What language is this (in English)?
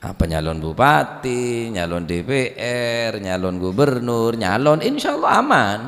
Madurese